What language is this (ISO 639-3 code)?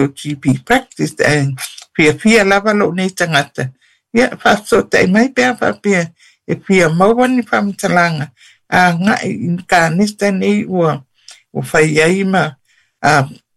smo